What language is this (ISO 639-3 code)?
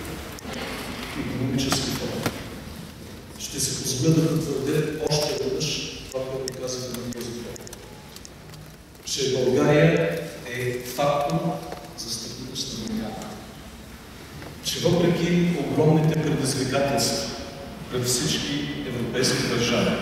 bul